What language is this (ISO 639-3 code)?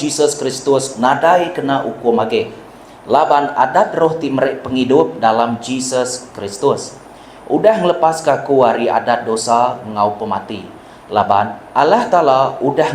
iba